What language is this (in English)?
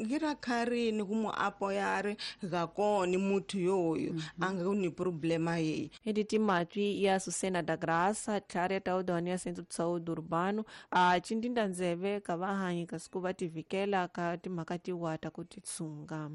Tsonga